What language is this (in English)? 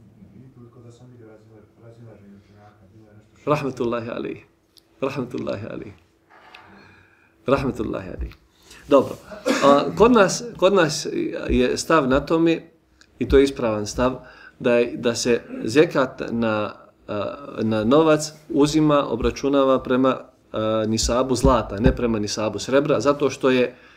Bosnian